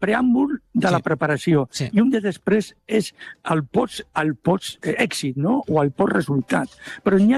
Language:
Catalan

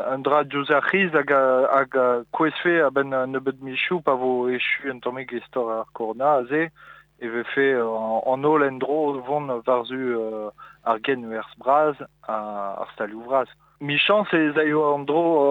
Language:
Breton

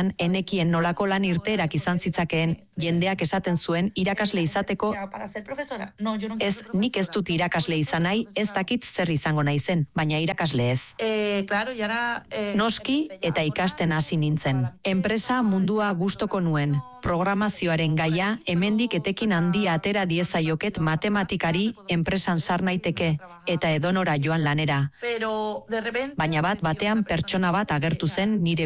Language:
Basque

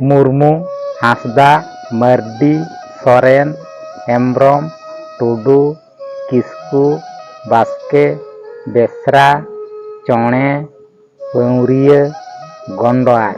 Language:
Santali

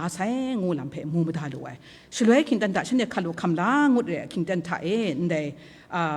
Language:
Kachin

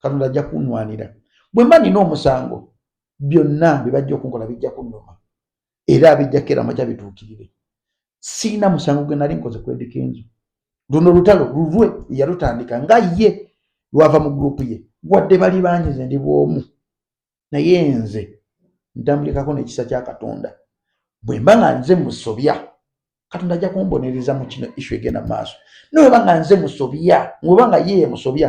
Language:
Ganda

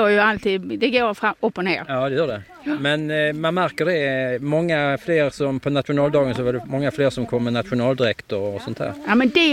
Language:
Swedish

